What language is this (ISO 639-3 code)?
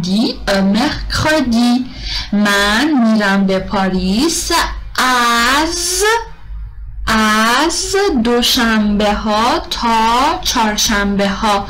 fas